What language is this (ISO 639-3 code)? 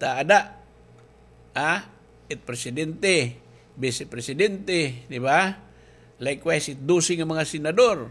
war